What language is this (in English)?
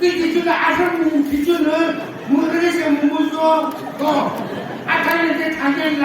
Naga Pidgin